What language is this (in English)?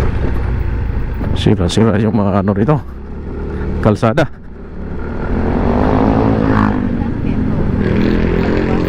Filipino